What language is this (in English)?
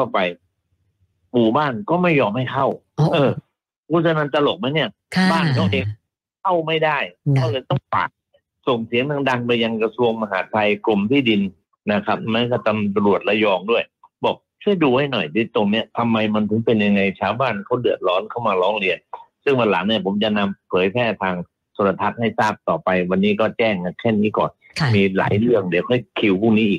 Thai